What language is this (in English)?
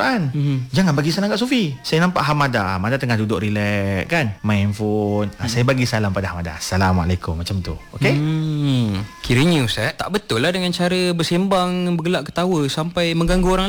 Malay